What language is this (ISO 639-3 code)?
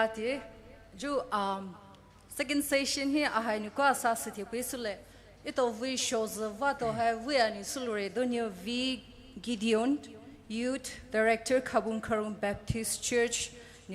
pmx